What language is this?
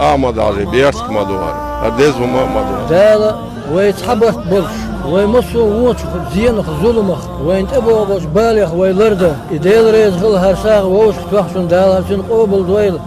Chechen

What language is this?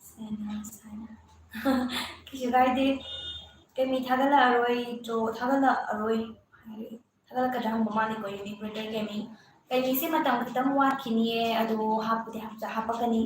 Manipuri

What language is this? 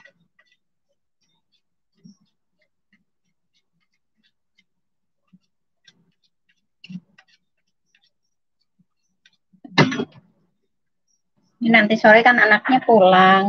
Indonesian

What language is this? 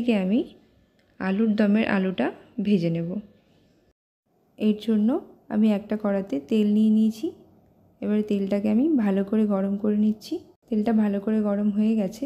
Bangla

